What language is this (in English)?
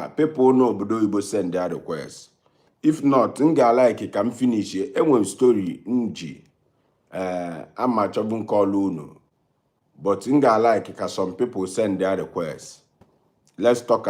Igbo